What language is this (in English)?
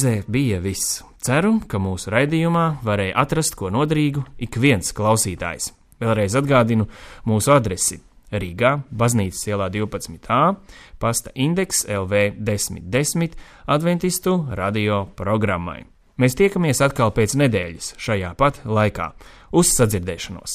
Latvian